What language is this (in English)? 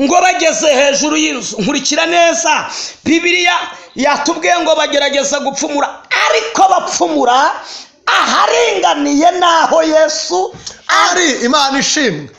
Kinyarwanda